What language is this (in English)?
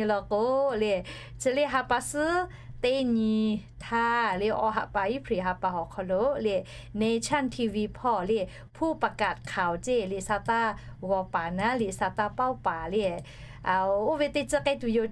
Lahu